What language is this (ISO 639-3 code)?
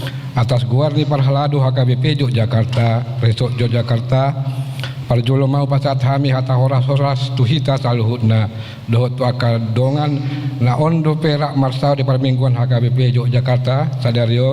bbc